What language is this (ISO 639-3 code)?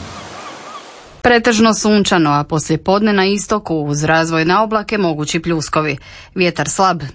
hrv